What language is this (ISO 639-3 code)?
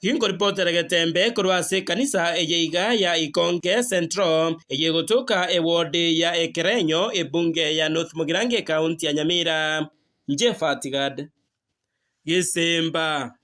guz